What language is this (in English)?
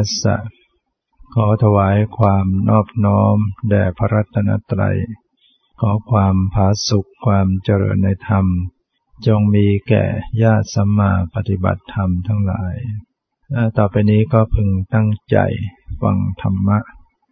Thai